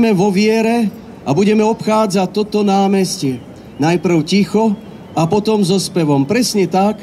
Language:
Slovak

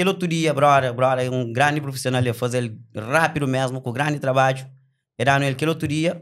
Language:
Kabuverdianu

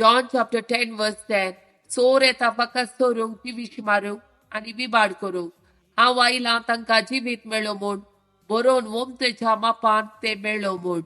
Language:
Konkani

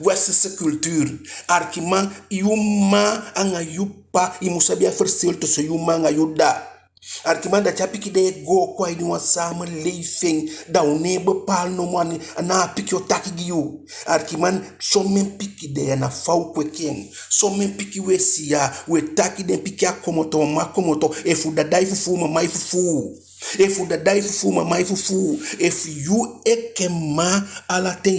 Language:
Eastern Maroon Creole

